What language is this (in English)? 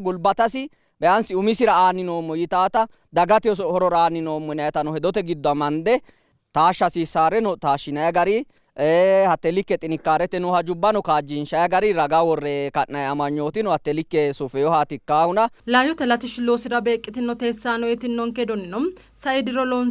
Sidamo